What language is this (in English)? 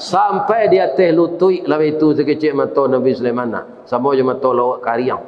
Minangkabau